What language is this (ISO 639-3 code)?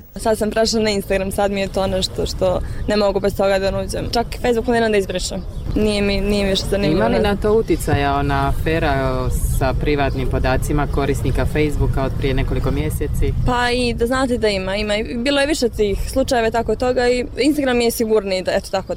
bos